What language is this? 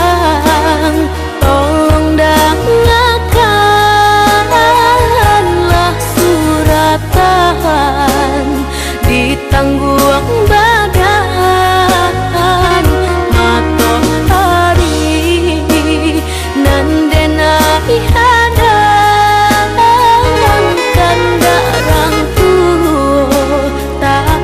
Minangkabau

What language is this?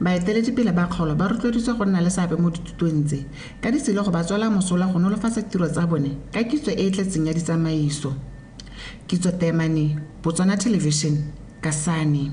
Tswana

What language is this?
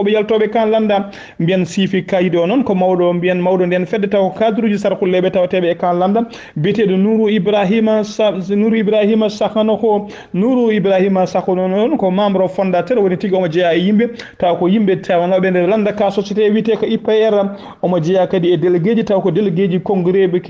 Fula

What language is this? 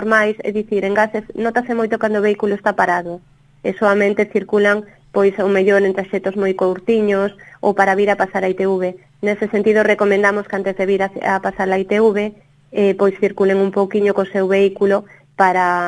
Galician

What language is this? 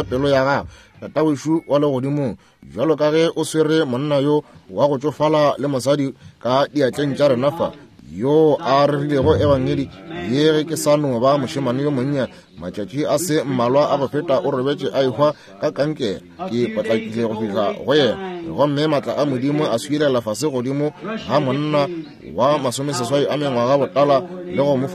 Northern Sotho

